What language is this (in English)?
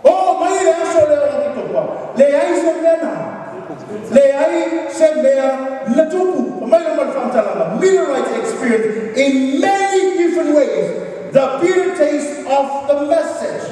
Samoan